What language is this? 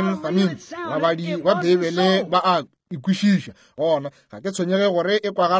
Northern Sotho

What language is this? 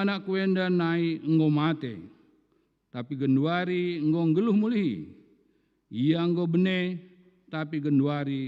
Batak Karo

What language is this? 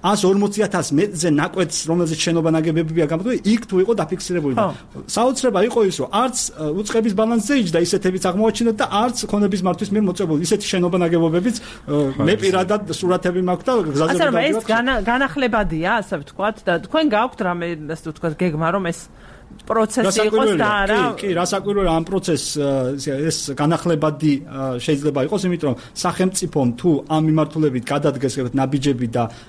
Georgian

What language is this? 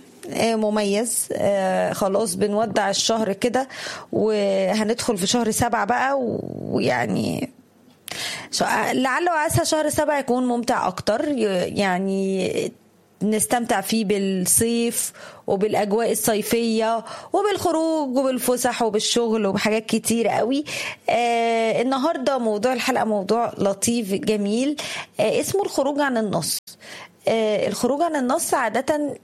Egyptian Arabic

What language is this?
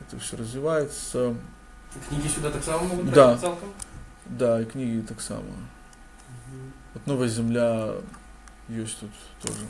Belarusian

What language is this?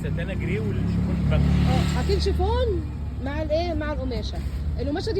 Egyptian Arabic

